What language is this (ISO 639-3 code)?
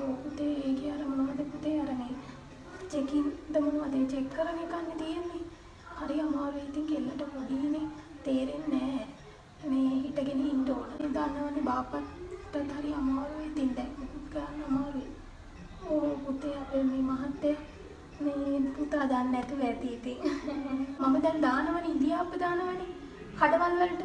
sin